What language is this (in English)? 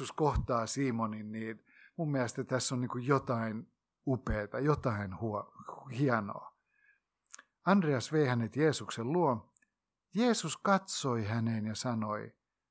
Finnish